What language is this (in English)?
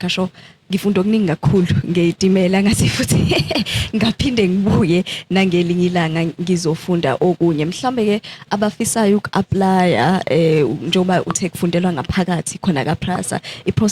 Zulu